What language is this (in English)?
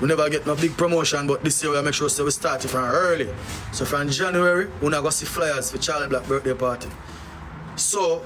Jamaican Creole English